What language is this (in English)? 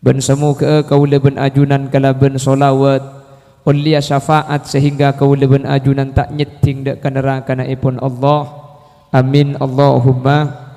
Madurese